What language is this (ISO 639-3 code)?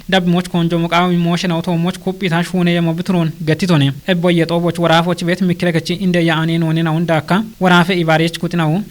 kbr